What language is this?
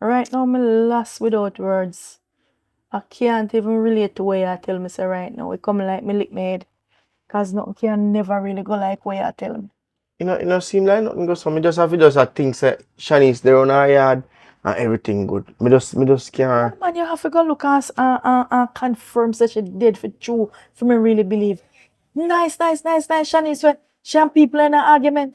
Jamaican Creole English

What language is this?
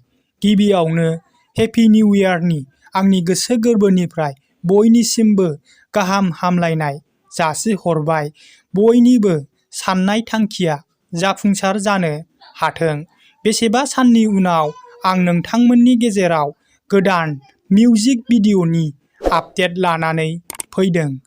Bodo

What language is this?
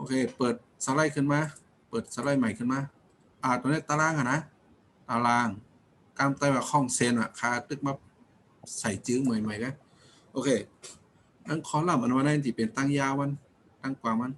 Shan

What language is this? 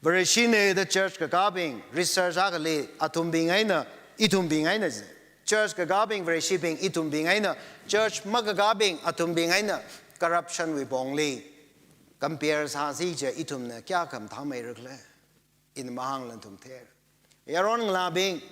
Tangkhul Naga (India)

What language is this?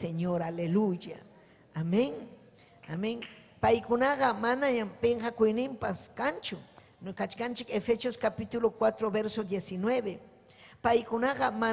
Ayacucho Quechua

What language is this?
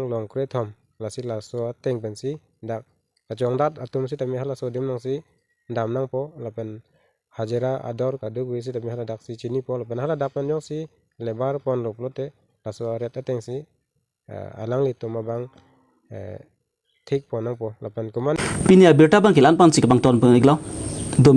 Karbi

